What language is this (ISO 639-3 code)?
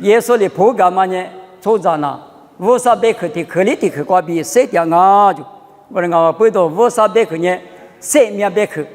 lis